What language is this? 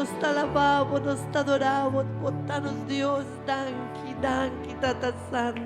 Papiamento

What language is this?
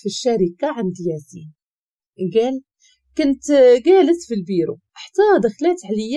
Moroccan Arabic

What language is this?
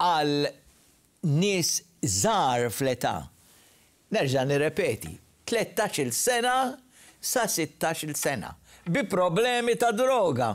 Maltese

